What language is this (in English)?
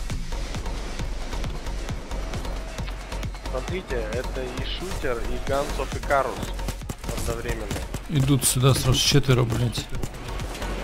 Russian